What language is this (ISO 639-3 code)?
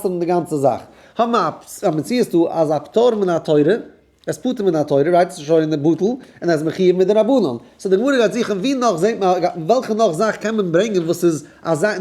yid